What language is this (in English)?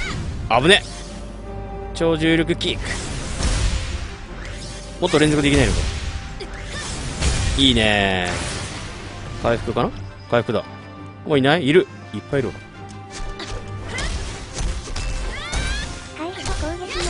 Japanese